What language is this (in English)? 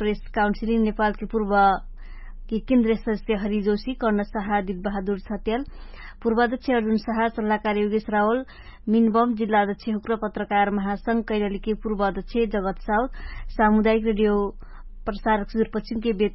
Dangaura Tharu